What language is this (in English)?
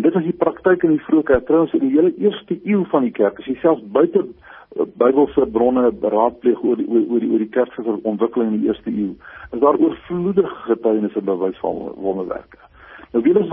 Afrikaans